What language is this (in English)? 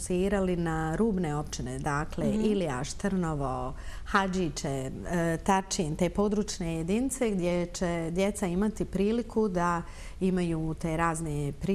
Bosnian